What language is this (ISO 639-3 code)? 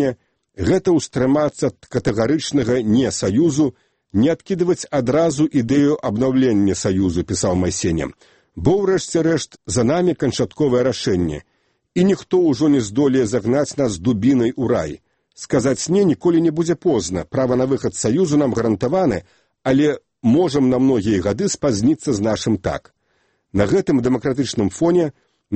bel